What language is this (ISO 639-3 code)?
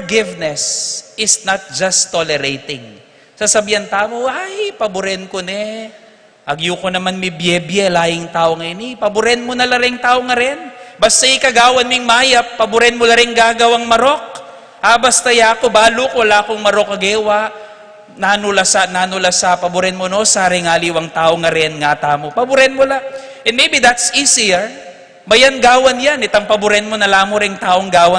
pam